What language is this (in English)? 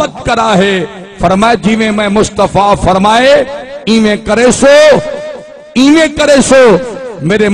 Saraiki